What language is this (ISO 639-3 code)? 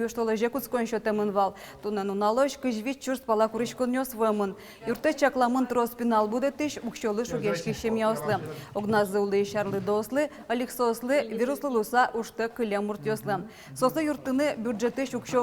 udm